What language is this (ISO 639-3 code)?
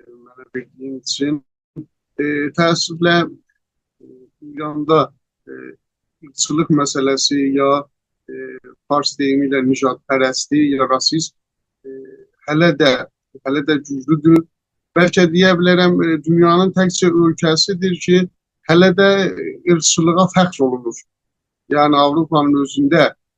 azb